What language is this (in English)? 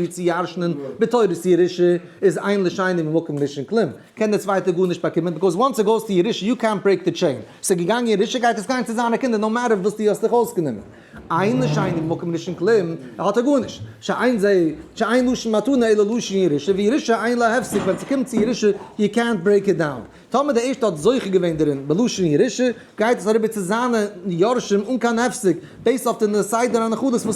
Yiddish